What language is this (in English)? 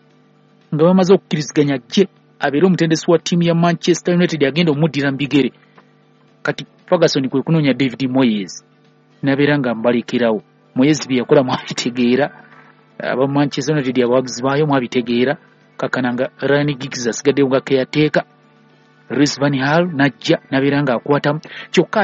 Ganda